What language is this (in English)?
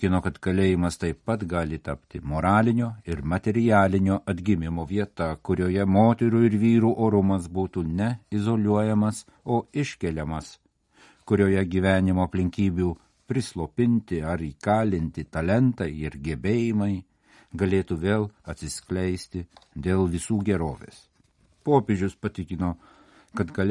Lithuanian